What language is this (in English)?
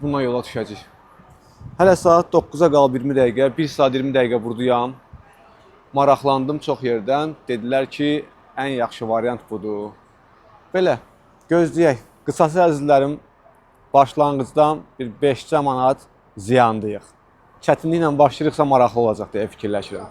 Azerbaijani